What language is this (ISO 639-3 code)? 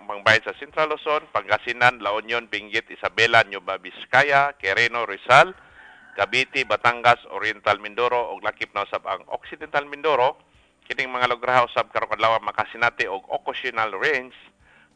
ceb